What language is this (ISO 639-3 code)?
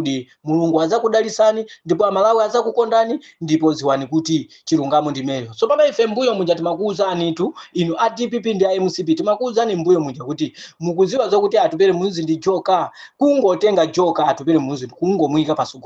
nya